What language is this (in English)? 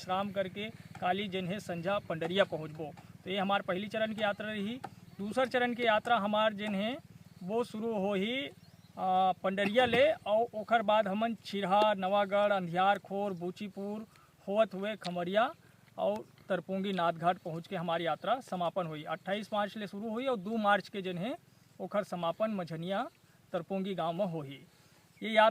Chhattisgarhi